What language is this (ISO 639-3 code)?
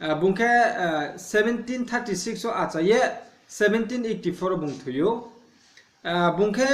ria